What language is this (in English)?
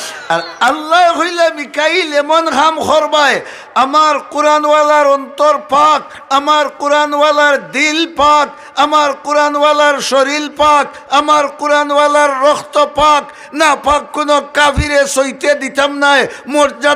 Sylheti